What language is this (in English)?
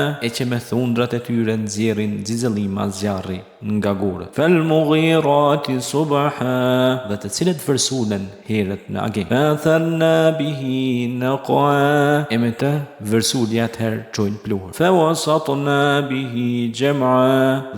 Albanian